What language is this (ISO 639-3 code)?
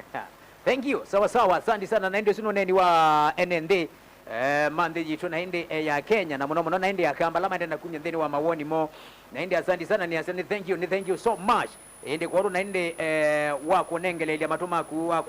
kam